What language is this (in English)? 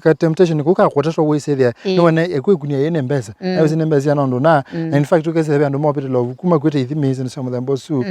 Kamba